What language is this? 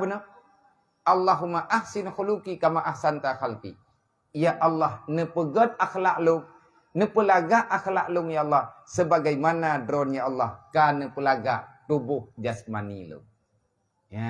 Achinese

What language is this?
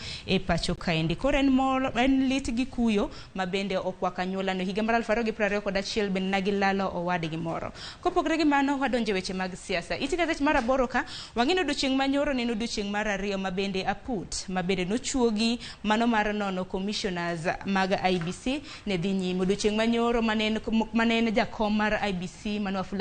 Luo (Kenya and Tanzania)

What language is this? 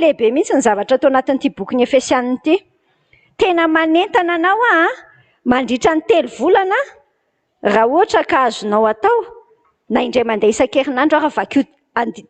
Malagasy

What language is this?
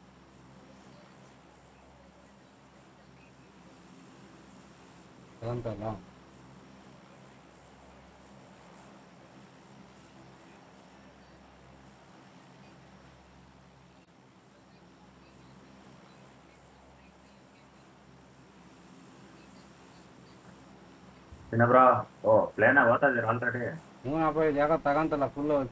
Kannada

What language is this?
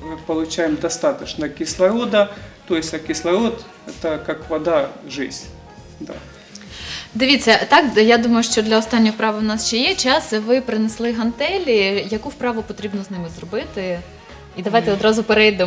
Ukrainian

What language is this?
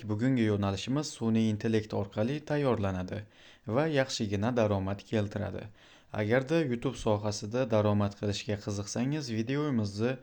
Uzbek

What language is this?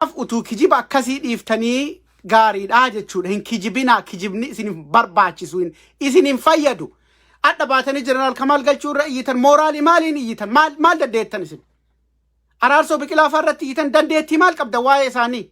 Oromo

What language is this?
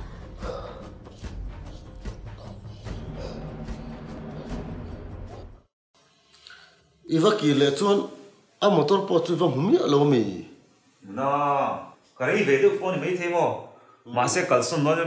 Vietnamese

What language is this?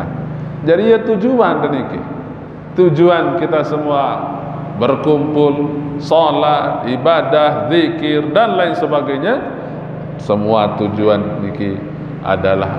Sasak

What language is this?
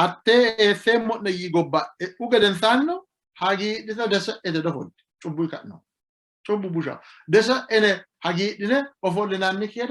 Sidamo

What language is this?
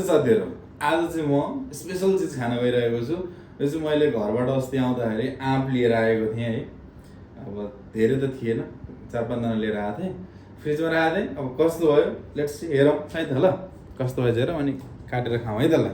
Nepali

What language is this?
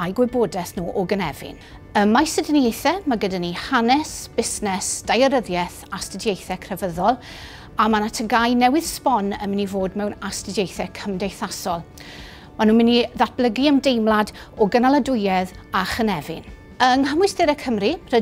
Welsh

